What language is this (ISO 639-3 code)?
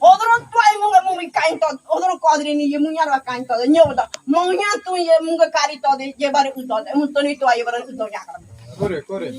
gym